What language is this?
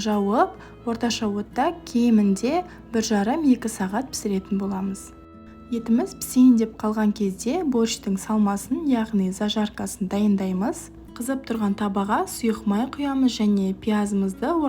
Kazakh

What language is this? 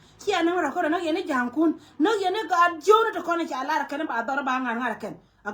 Nuer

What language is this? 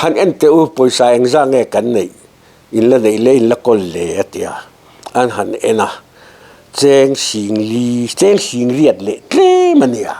Mizo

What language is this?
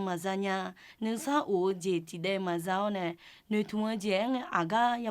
Akha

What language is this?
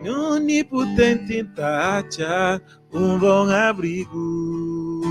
Kabuverdianu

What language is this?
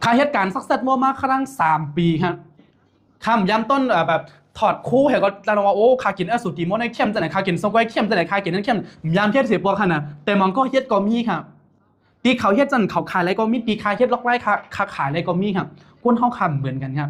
Shan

